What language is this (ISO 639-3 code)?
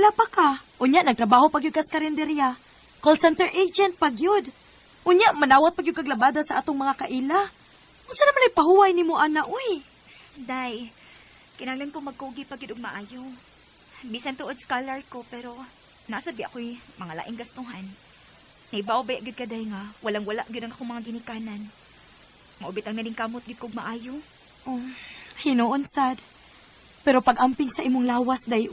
ceb